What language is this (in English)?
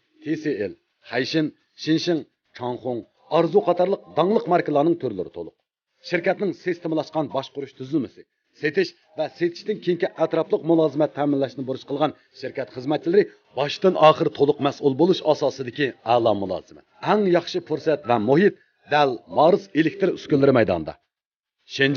Uyghur